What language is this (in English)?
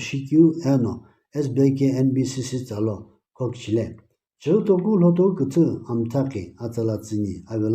Sumi Naga